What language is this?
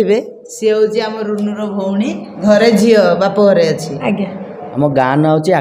Odia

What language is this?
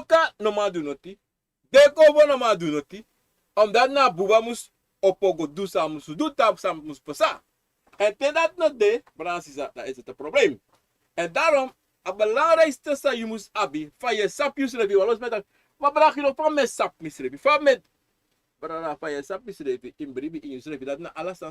Sranan Tongo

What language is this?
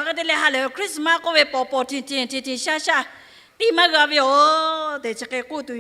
Lahu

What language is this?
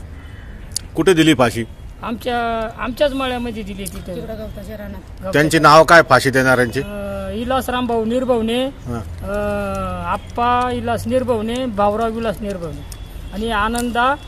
Marathi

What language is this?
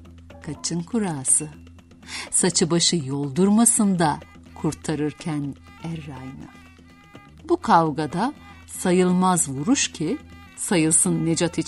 Turkish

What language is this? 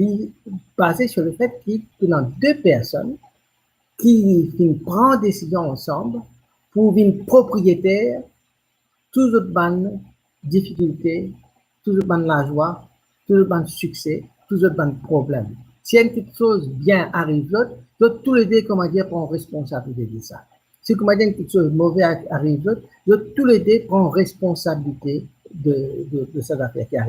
Morisyen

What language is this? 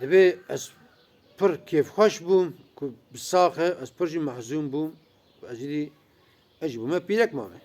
Kurdish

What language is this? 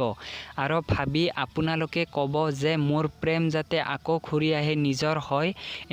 Assamese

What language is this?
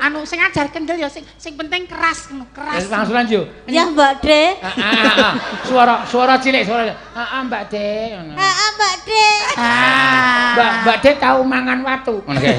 Javanese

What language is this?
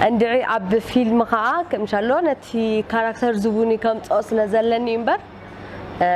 Tigrinya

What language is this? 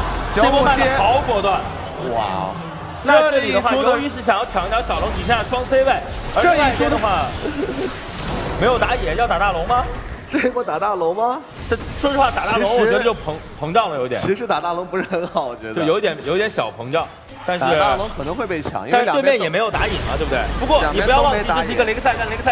Chinese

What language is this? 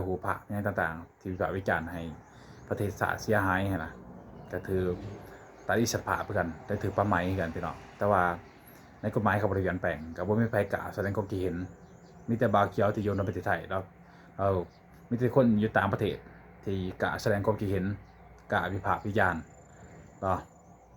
Lao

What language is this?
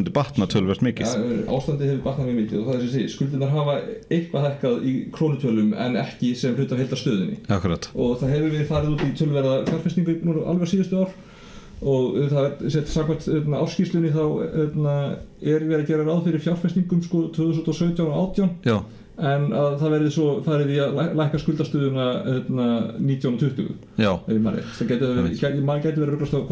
Icelandic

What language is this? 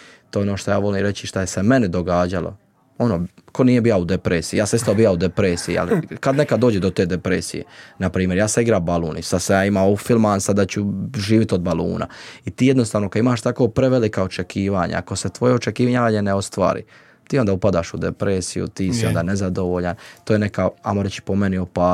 Croatian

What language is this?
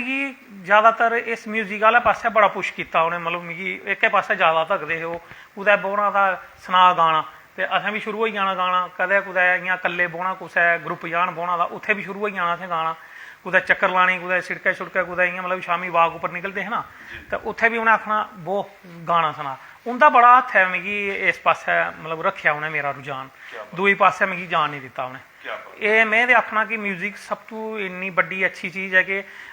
Dogri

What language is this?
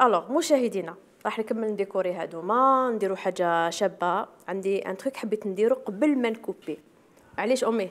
Algerian Arabic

